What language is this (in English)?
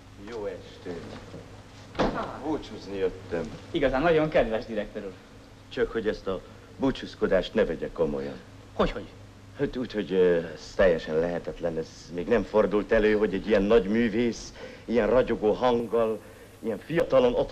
Hungarian